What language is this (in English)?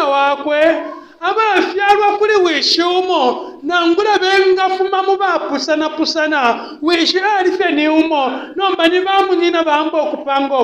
Bemba